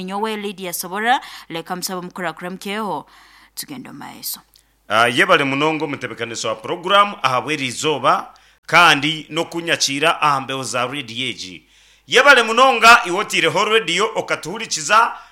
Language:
Nyankole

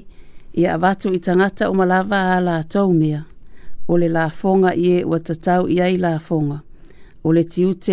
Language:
Samoan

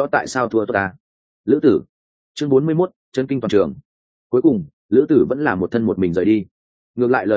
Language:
Vietnamese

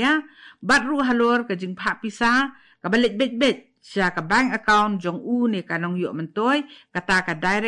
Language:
Khasi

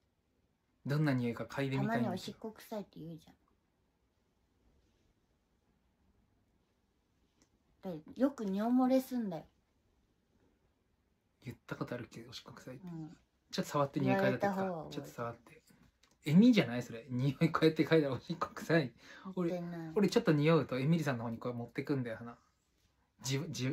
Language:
Japanese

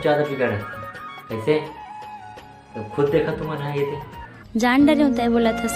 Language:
Chhattisgarhi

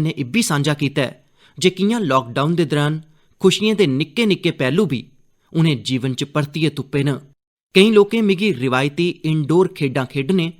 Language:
Dogri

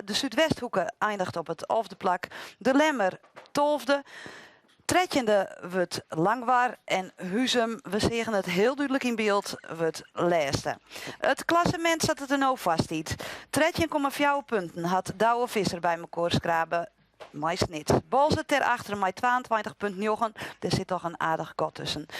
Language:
Western Frisian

